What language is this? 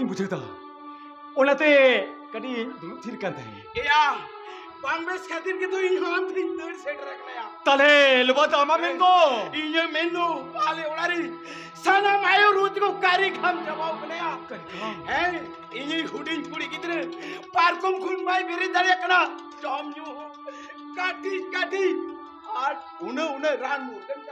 Santali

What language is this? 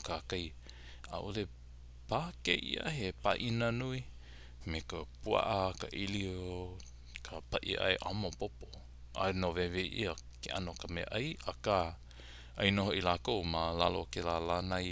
Hawaiian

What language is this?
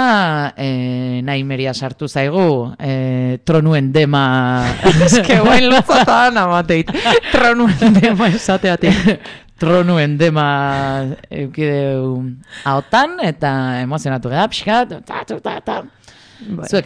Basque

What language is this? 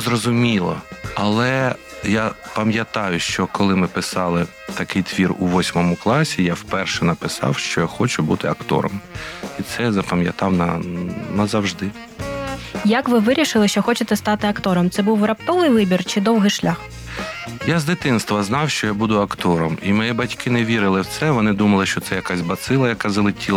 Ukrainian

